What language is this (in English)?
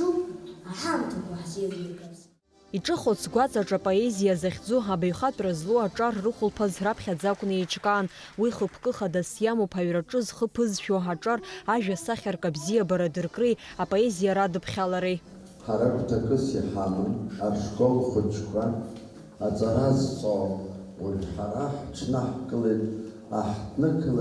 Abkhazian